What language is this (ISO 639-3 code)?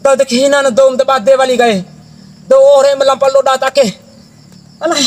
bhp